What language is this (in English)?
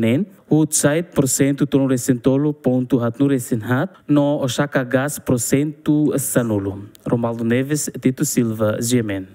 Tetum